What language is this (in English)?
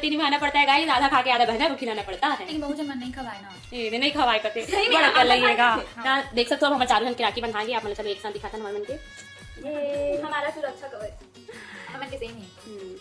Chhattisgarhi